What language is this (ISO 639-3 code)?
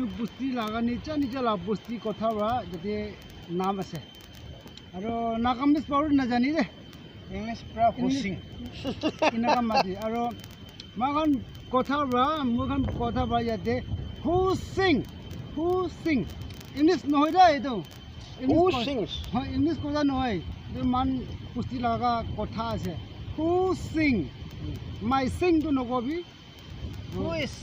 nag